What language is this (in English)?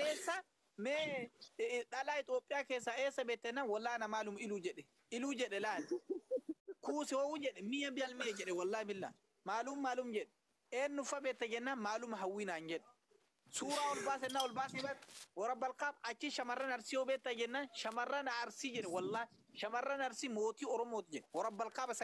Oromo